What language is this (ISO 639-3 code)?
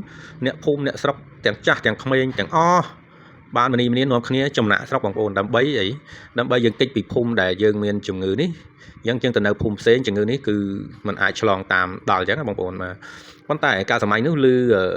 khm